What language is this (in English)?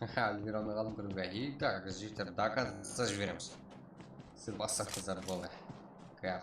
Kara-Kalpak